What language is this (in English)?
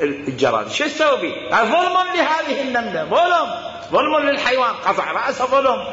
Mesopotamian Arabic